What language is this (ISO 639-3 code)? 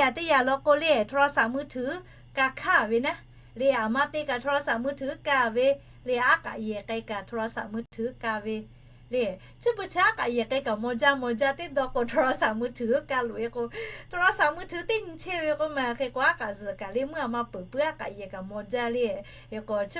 lhu